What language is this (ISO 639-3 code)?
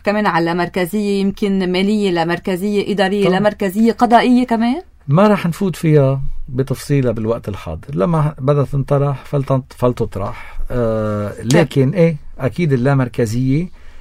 apc